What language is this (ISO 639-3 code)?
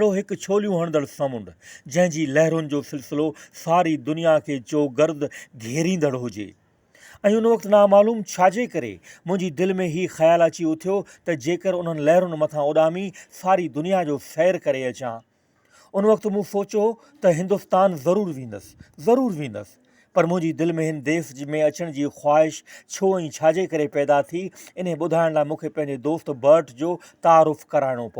snd